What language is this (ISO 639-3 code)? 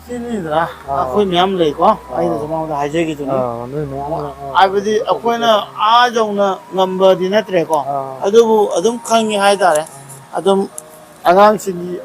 mni